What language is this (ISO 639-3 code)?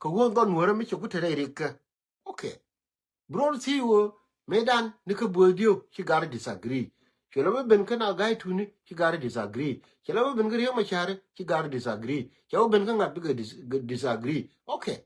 nus